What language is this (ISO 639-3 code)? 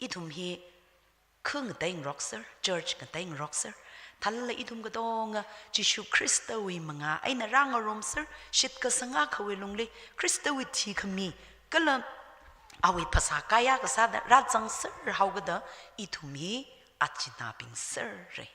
nmf